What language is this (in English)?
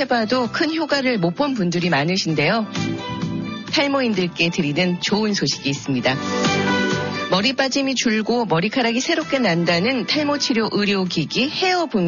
Korean